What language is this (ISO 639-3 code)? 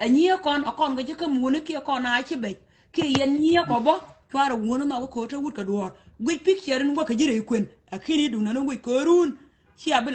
nus